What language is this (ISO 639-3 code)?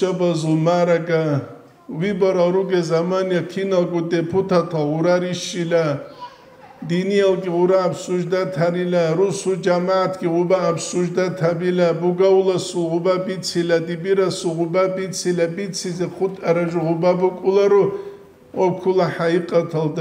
ava